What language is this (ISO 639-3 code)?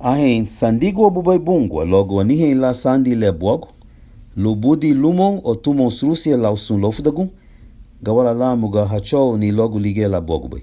cab